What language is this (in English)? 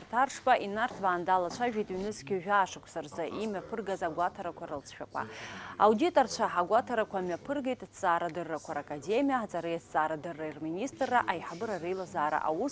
Abkhazian